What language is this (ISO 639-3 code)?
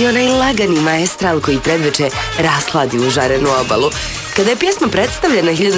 hrv